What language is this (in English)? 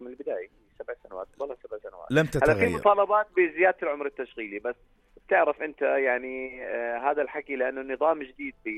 North Levantine Arabic